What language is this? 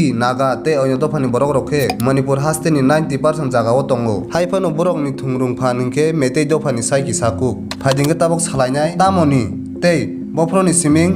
Kok Borok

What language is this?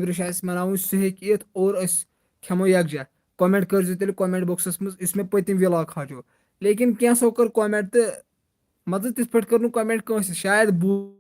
Kashmiri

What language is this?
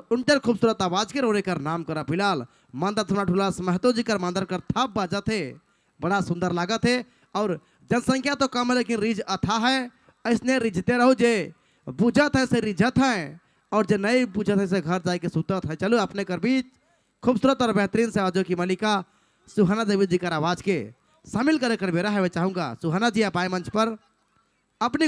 Sadri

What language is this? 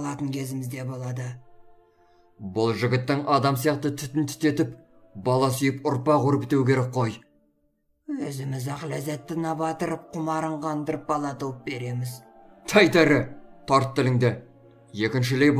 Kazakh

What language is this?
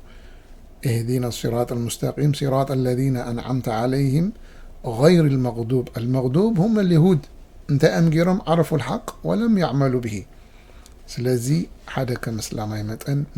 Tigrinya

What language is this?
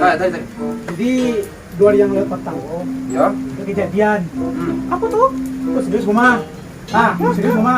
Minangkabau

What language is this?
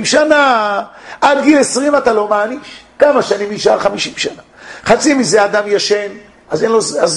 Hebrew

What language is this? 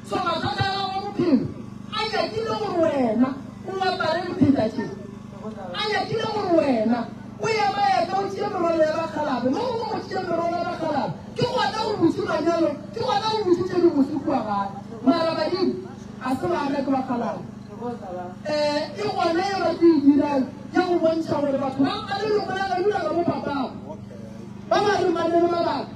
Northern Sotho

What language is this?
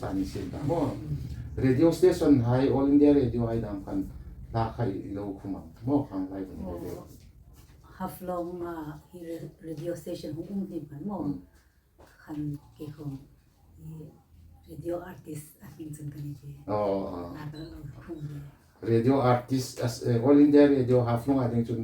Hmar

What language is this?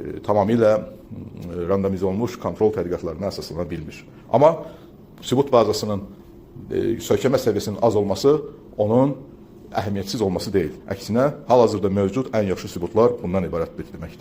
Azerbaijani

